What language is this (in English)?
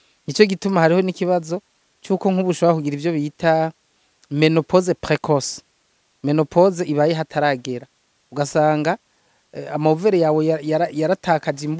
Rundi